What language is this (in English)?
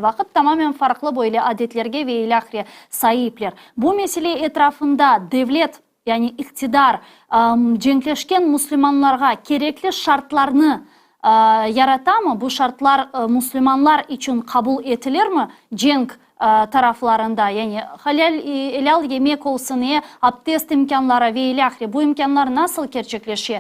Crimean Tatar